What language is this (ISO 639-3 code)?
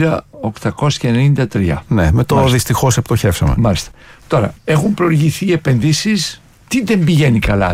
ell